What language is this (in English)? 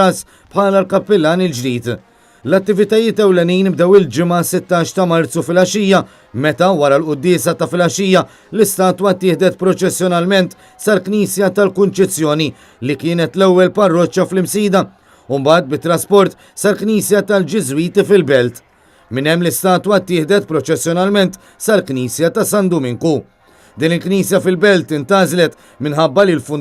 Maltese